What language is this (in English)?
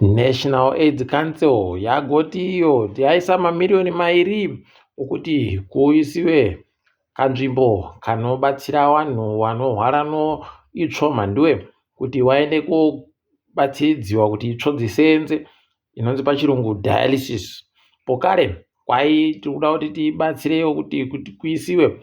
Ndau